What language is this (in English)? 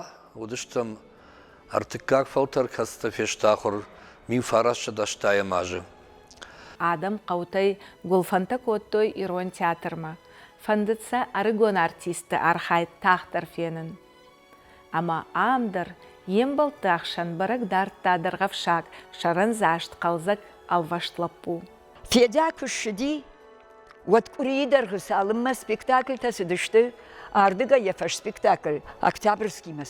Ossetic